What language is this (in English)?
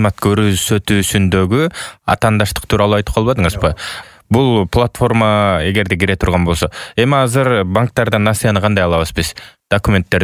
Kyrgyz